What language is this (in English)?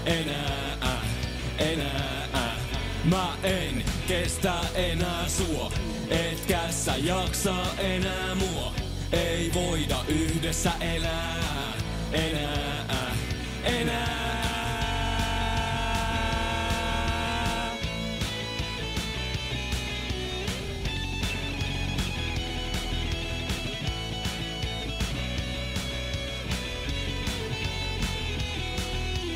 Finnish